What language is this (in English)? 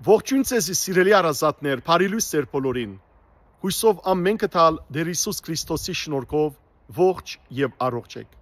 Western Armenian